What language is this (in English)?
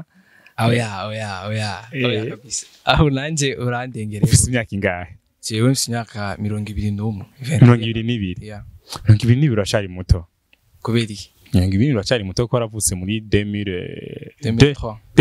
Rundi